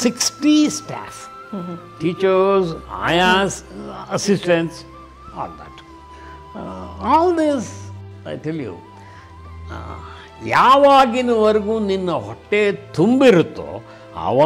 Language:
Kannada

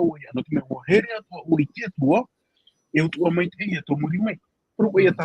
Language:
Tahitian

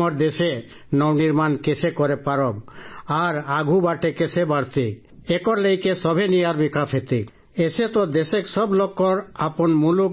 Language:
Bhojpuri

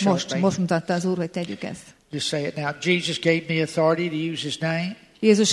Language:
Hungarian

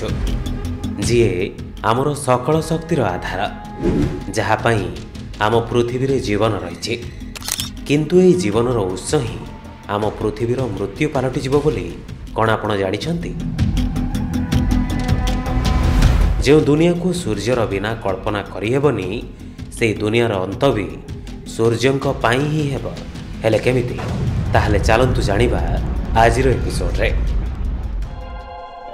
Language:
Odia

